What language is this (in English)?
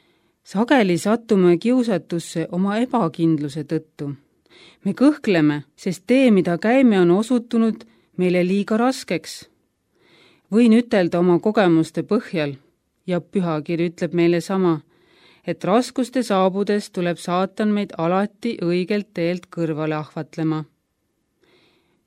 Estonian